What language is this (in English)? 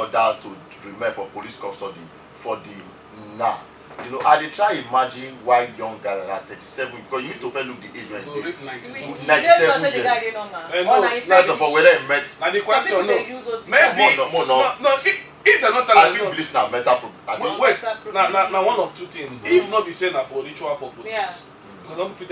Nigerian Pidgin